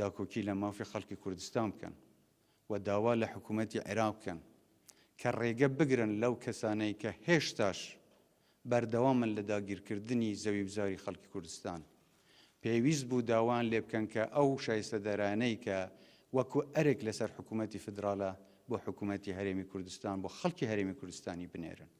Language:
Central Kurdish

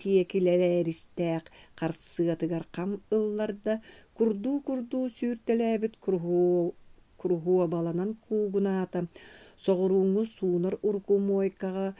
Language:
Yakut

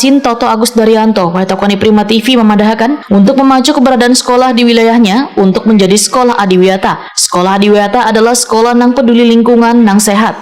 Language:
Banjar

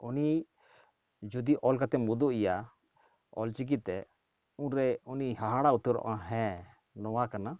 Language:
Santali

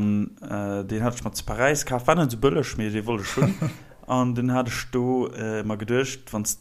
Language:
Luxembourgish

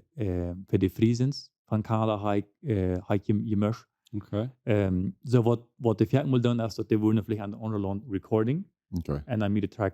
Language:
Plautdietsch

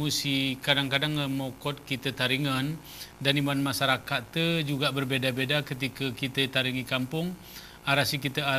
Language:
Gayo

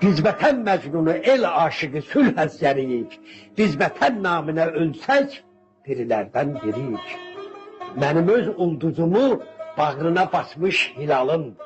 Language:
South Azerbaijani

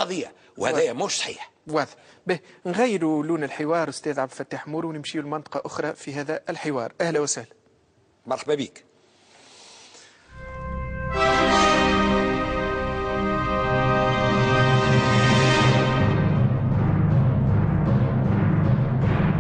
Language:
Tunisian Arabic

